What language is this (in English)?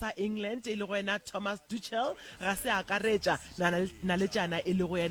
Northern Sotho